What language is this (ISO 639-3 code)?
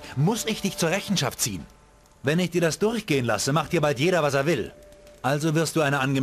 bar